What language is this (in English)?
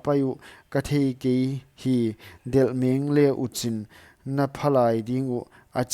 Paite Chin